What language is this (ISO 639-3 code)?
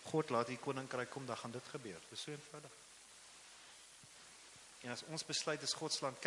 afr